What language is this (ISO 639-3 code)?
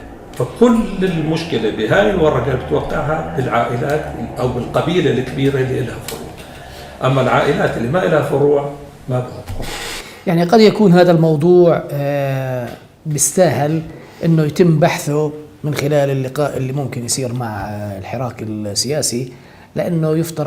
apc